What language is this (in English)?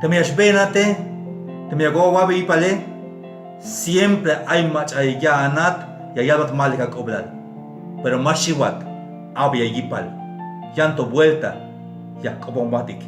Tzeltal